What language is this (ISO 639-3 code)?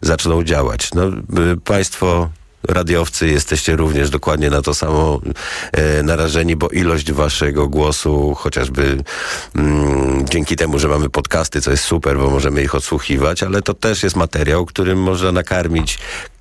pol